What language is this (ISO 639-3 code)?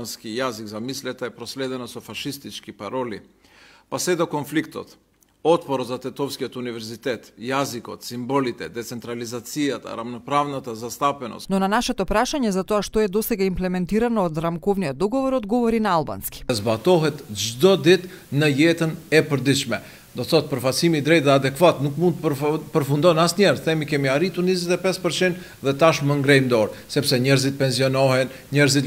mkd